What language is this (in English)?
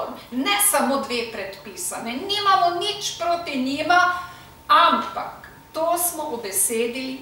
Slovenian